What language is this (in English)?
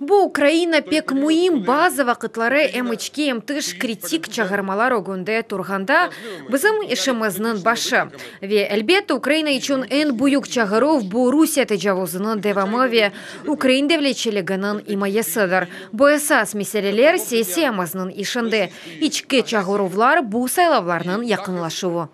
Crimean Tatar